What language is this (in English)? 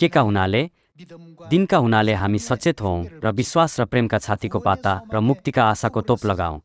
Nepali